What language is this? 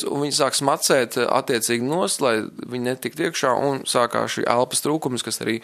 Latvian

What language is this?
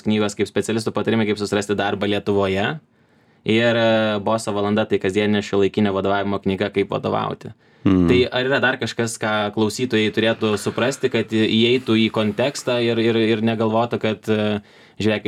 Lithuanian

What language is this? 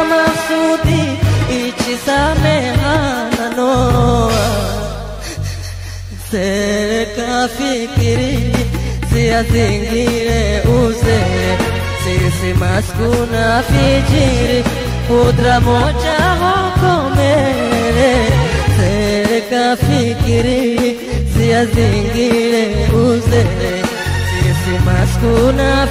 Swahili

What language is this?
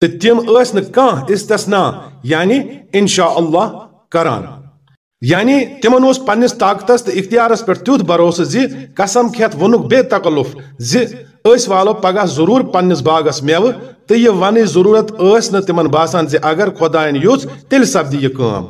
Kashmiri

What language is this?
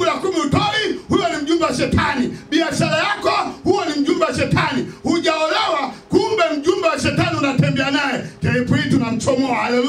Swahili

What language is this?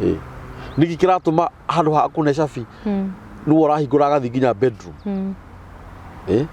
Kikuyu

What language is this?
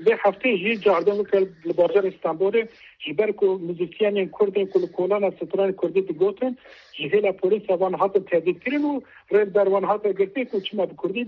Kurdish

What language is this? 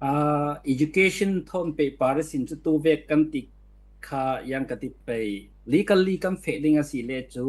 Falam Chin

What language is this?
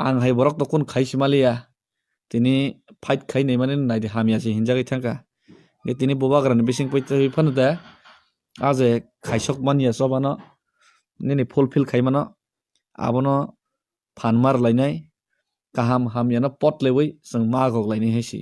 Kok Borok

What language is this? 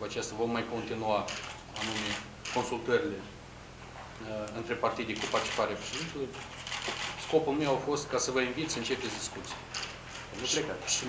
Romanian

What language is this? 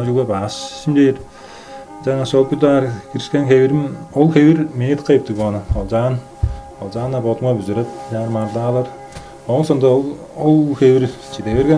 Tuvinian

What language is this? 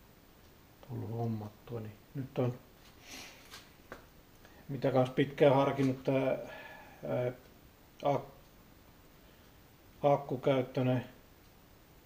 Finnish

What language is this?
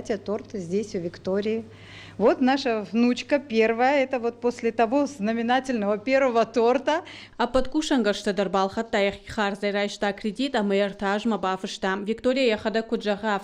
Ossetic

